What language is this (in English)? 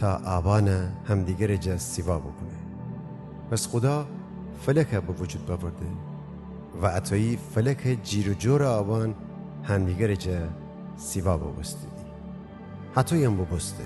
Gilaki